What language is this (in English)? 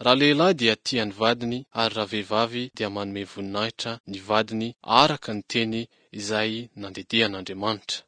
Malagasy